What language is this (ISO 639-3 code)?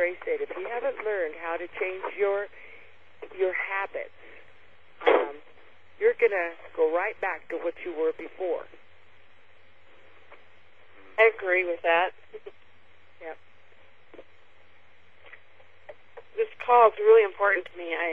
eng